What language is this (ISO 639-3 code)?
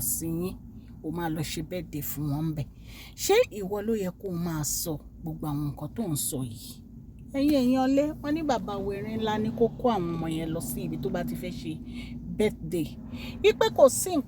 yor